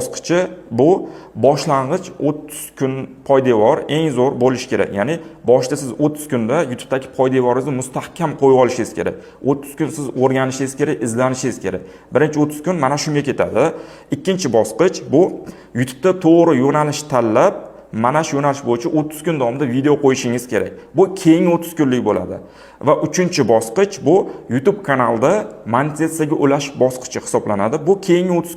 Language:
Uzbek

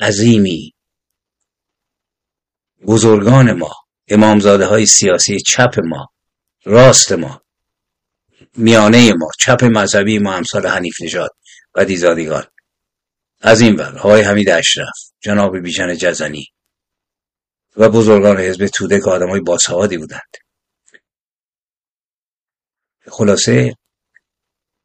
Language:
Persian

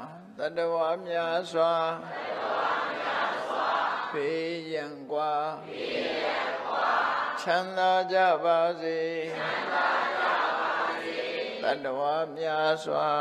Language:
Burmese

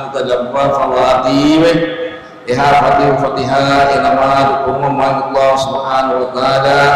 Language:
Divehi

